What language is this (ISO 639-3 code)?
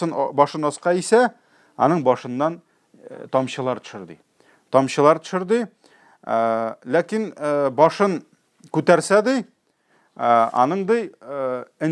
tat